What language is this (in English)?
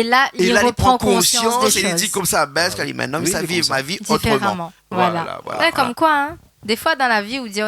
Réunion Creole French